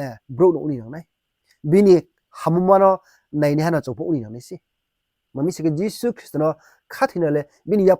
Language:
Riang (India)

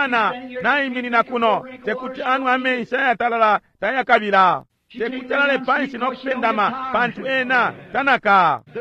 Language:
Bemba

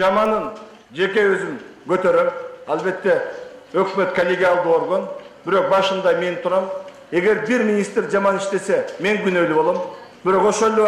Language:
Kyrgyz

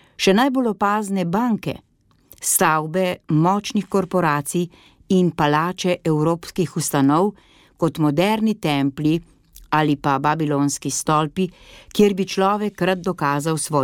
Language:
Slovenian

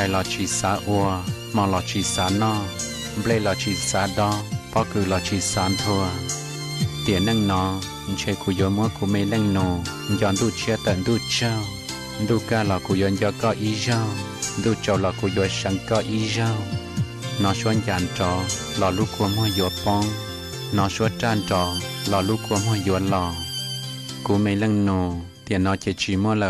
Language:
Hmong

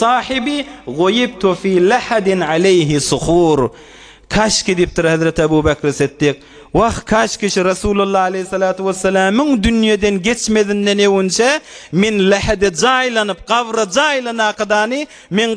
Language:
Turkmen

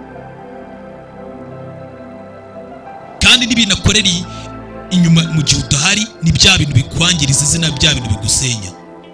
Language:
Kinyarwanda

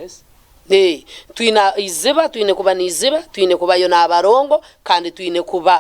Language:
Nyankole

